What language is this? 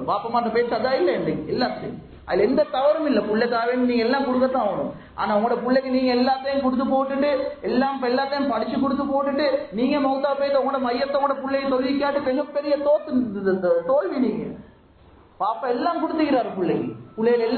Tamil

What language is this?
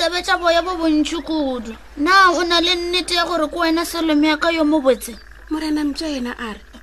Northern Sotho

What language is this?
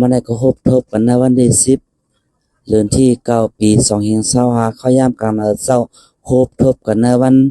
Shan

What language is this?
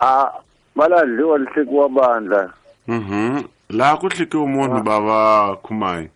Tsonga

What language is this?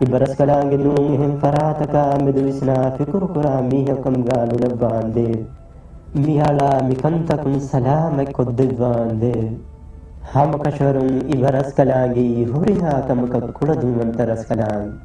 Divehi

